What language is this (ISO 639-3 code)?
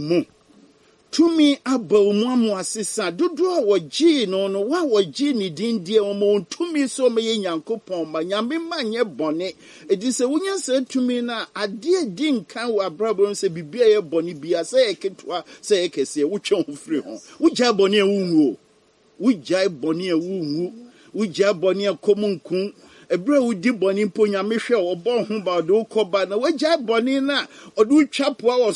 aka